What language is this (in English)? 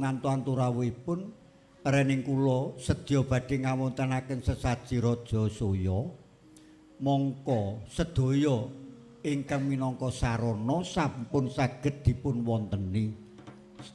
Javanese